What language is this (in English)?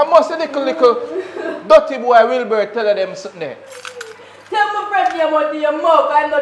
Jamaican Creole English